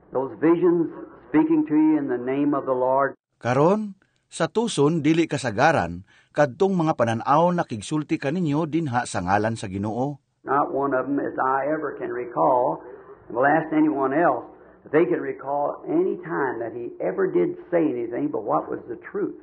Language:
Cebuano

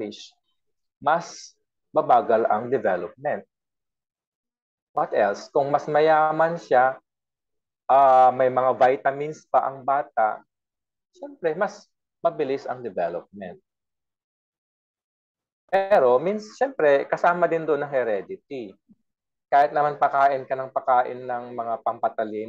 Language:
Filipino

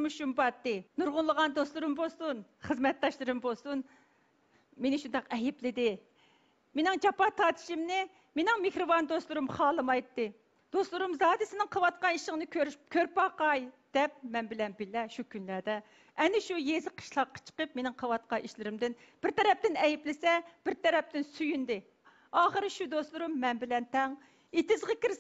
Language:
Uyghur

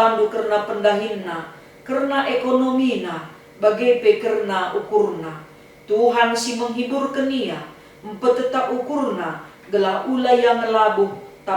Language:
Batak Karo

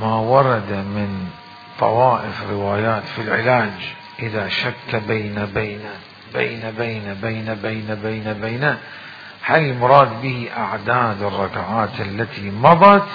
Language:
Mesopotamian Arabic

